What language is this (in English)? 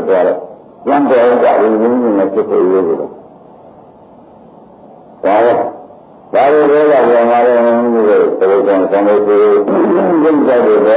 Burmese